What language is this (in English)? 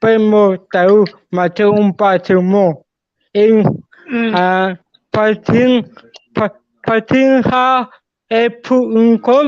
Hmar